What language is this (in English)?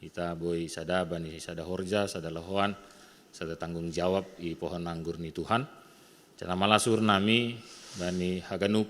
Batak Simalungun